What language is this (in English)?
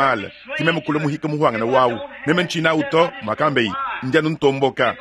Luba-Lulua